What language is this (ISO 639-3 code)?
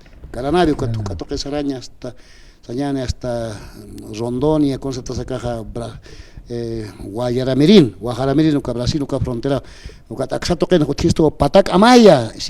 aym